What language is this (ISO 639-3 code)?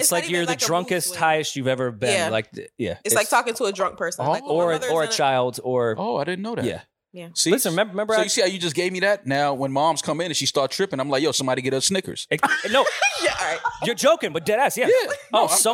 eng